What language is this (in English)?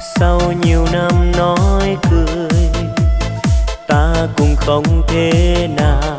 Vietnamese